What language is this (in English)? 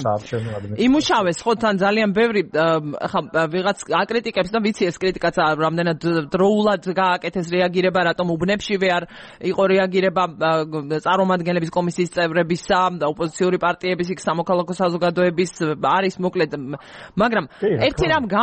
Georgian